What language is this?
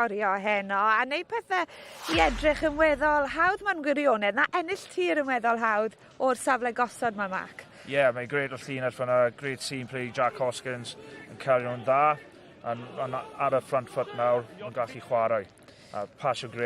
Welsh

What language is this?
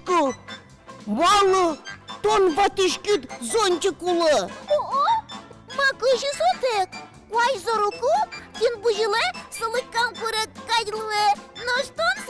Udmurt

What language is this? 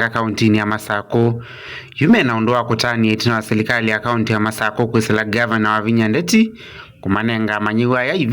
Kamba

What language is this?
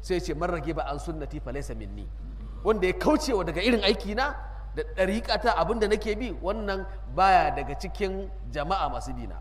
Hausa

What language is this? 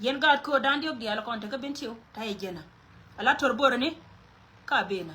Nuer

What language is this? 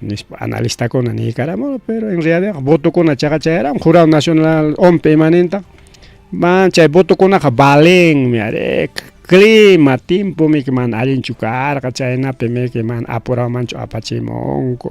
Ayacucho Quechua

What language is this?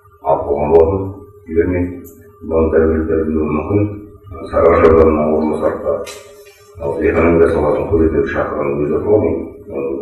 Kazakh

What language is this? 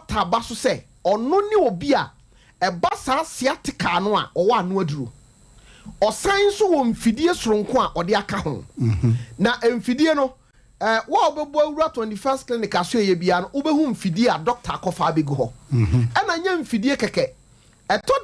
Akan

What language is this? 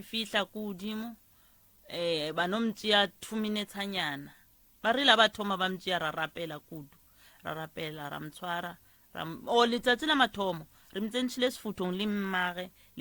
Northern Sotho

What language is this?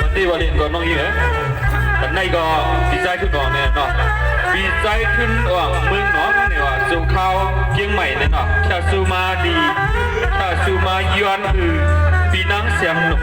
Shan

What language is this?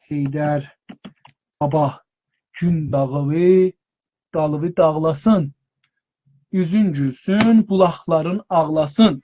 South Azerbaijani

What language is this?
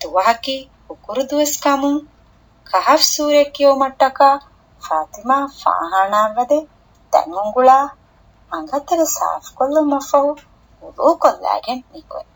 Divehi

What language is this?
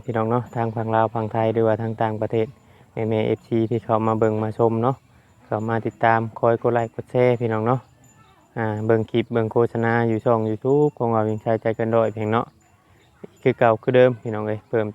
Northeastern Thai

